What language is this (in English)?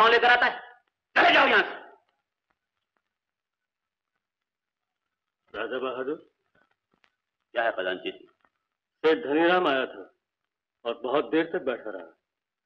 Hindi